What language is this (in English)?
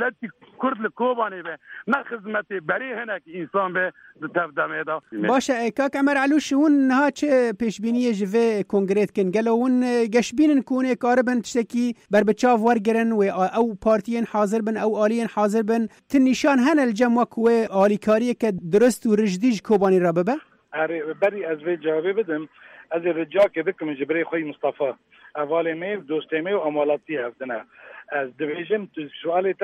Kurdish